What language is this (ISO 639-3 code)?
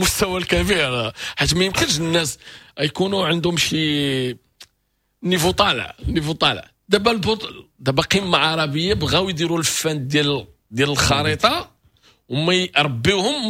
ary